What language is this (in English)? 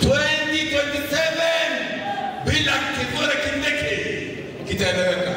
Meru